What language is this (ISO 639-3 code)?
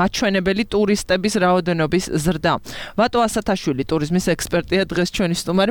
kat